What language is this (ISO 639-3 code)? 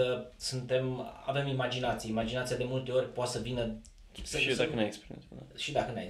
ron